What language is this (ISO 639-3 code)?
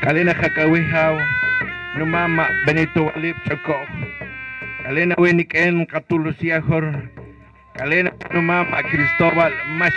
poh